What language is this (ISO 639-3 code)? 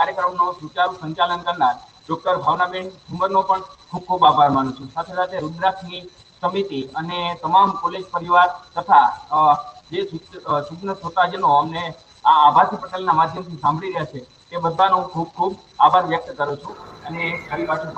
guj